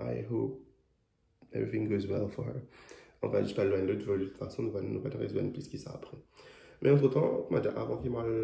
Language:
Morisyen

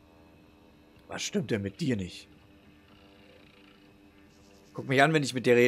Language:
German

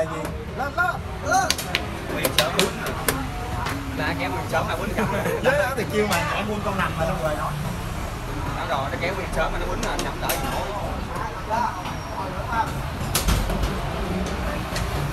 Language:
Vietnamese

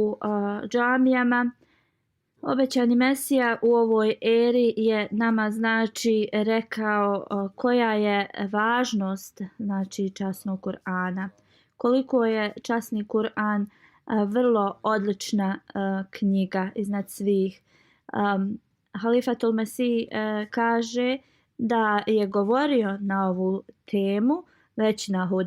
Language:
Bosnian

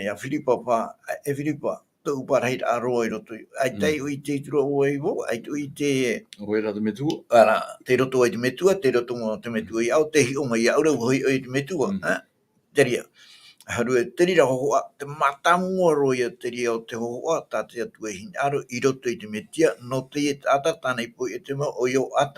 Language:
Tahitian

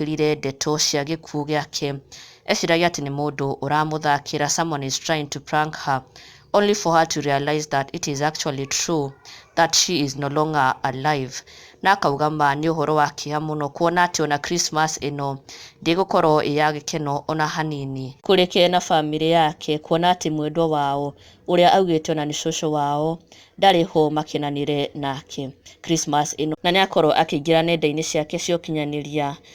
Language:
Kikuyu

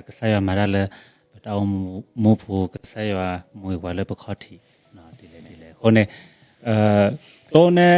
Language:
S'gaw Karen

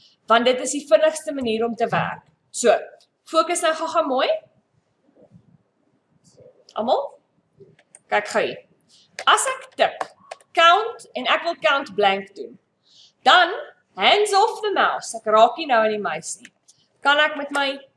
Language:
Afrikaans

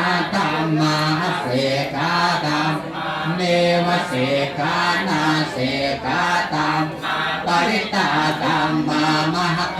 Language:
Pali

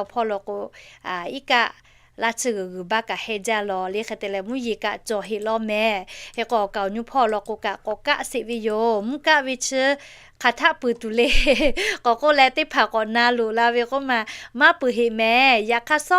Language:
Lahu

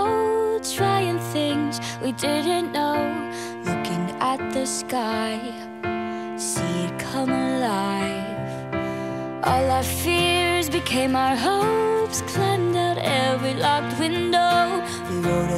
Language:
English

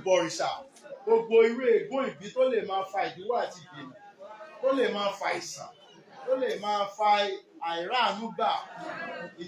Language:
Yoruba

